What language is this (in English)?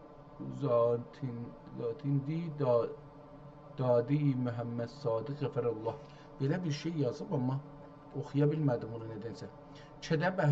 South Azerbaijani